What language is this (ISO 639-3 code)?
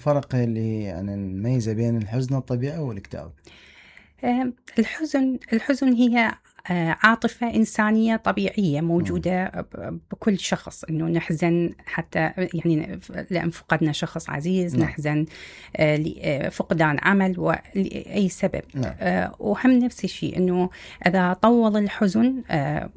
acm